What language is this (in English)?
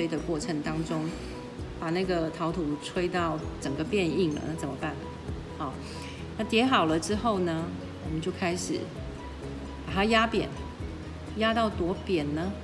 Chinese